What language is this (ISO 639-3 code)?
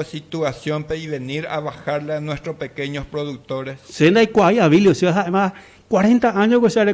grn